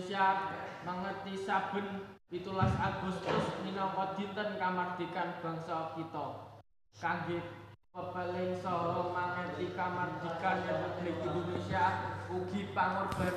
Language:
Javanese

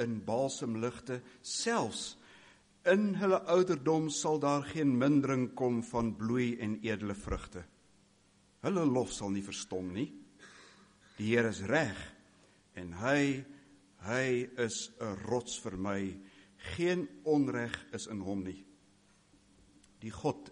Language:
Afrikaans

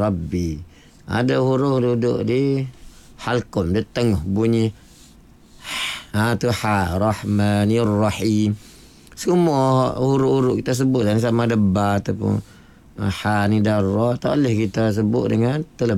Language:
Malay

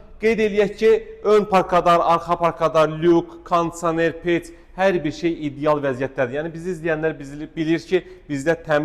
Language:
Azerbaijani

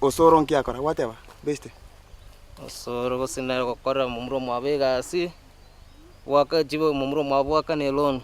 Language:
Gusii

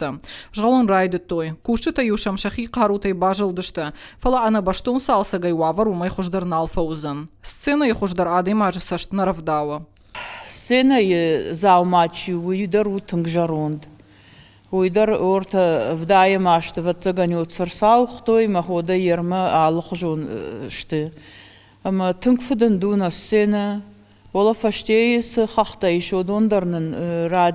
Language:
Ossetic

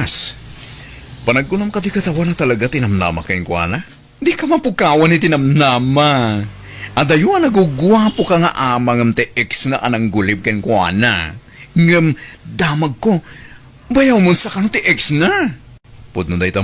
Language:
Iloko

